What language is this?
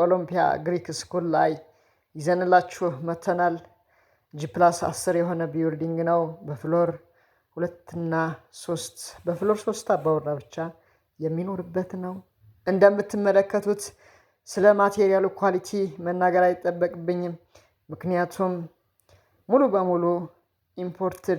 Amharic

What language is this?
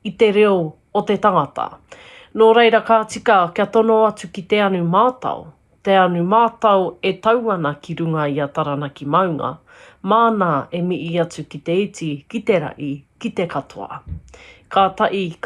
Māori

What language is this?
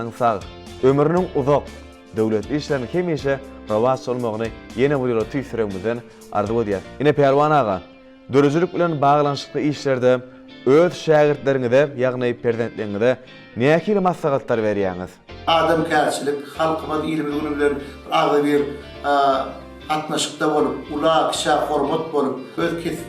Turkmen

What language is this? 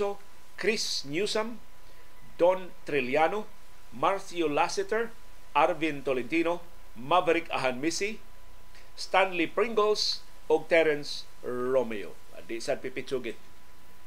Cebuano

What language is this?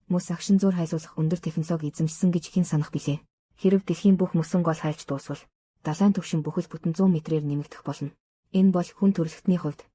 Mongolian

